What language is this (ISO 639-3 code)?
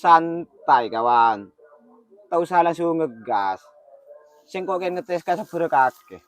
mad